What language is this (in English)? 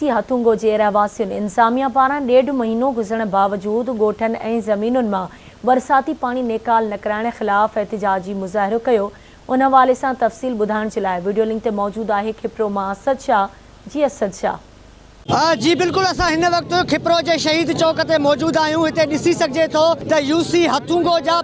Sindhi